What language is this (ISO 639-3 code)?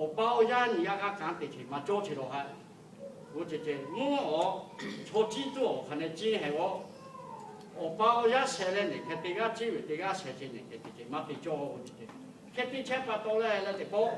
lhu